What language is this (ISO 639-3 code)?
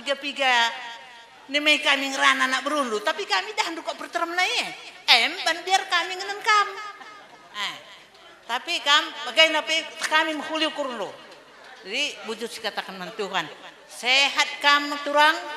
btx